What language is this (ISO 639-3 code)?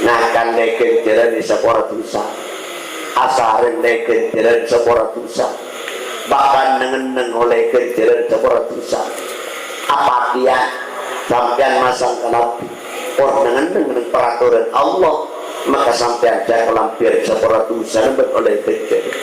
mad